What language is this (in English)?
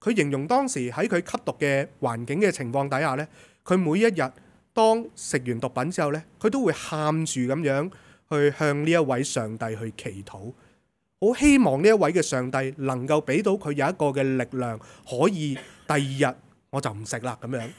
Cantonese